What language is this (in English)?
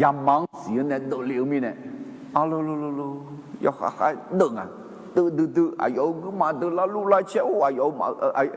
Akha